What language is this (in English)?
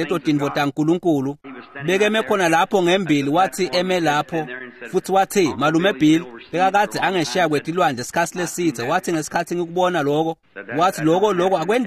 Swati